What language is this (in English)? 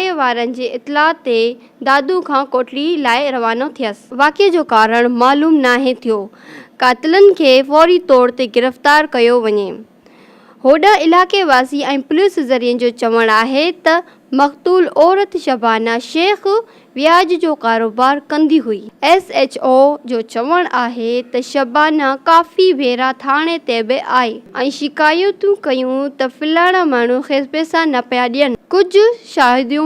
Sindhi